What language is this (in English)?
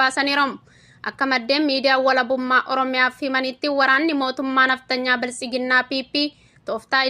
Oromo